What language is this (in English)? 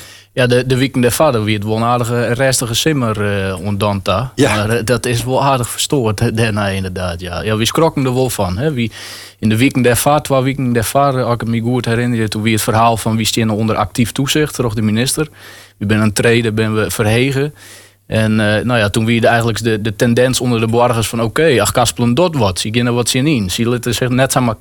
Dutch